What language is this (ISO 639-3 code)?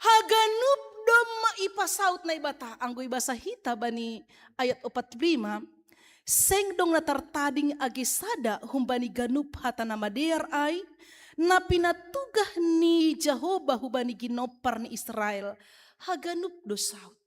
bts